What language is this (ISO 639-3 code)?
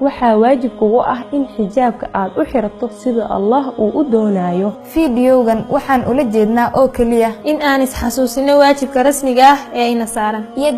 som